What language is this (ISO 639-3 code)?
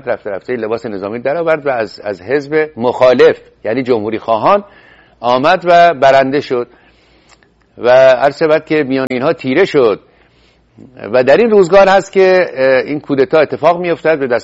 fas